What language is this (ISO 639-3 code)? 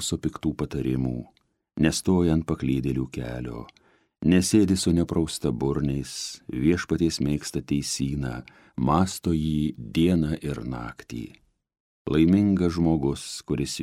lit